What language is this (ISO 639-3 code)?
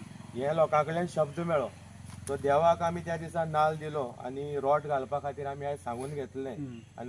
kok